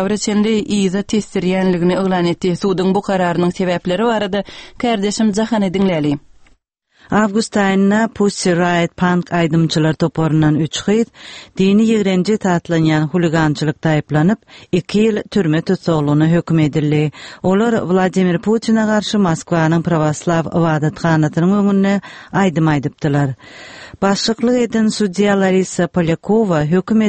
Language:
Turkmen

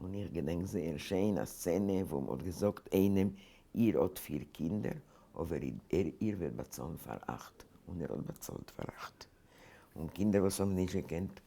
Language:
Yiddish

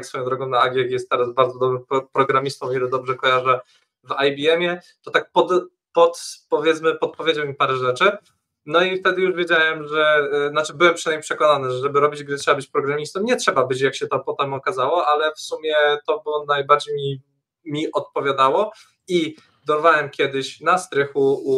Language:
Polish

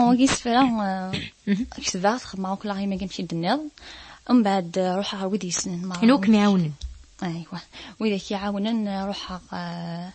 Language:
Kabyle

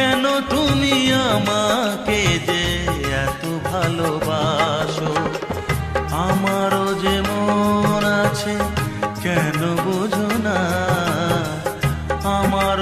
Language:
Bangla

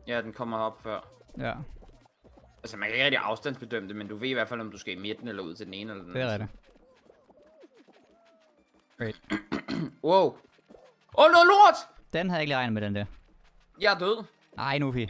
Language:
Danish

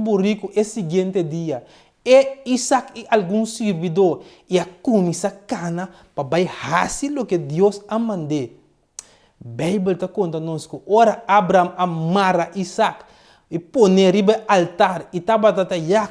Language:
Papiamento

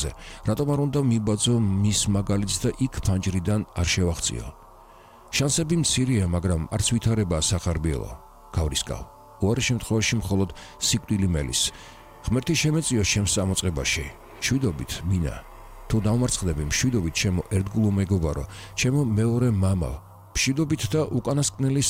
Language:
Georgian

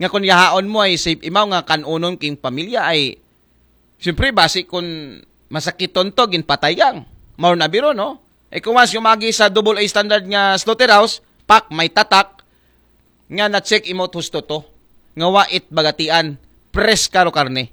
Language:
Aklanon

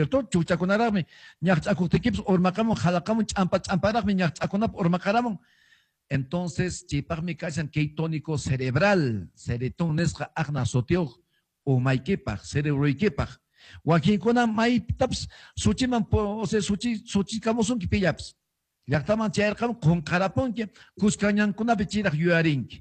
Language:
Quechua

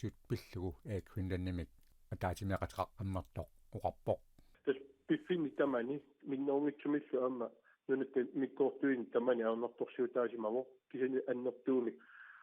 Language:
Kalaallisut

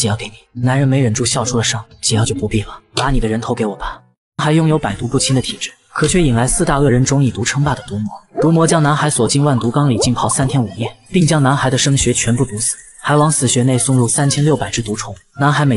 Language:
Chinese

